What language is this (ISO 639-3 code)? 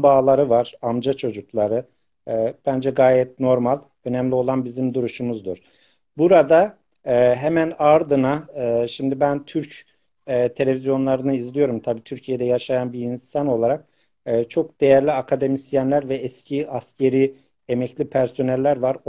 azb